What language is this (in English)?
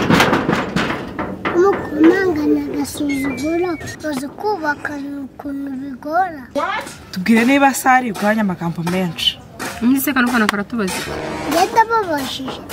Kinyarwanda